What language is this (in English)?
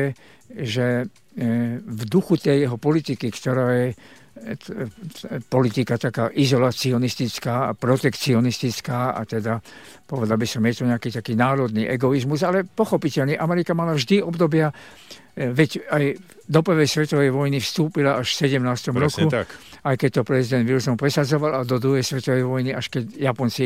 Slovak